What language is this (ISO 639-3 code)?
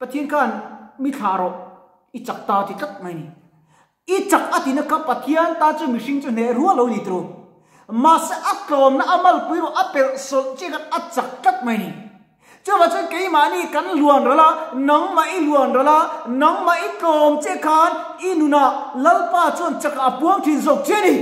lus